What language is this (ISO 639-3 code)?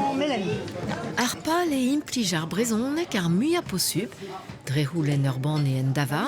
bre